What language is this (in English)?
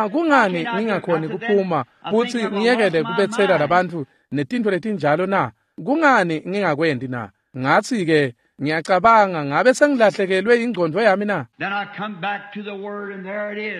Swati